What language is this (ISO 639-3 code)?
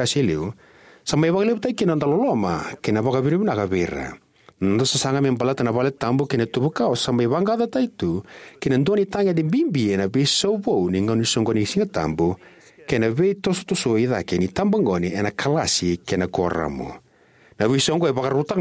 fij